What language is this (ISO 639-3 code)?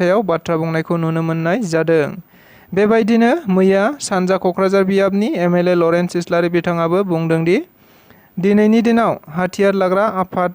brx